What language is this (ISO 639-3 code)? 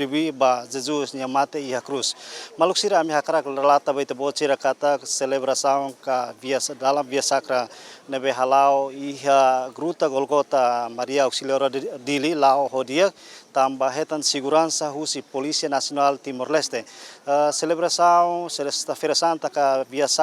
tet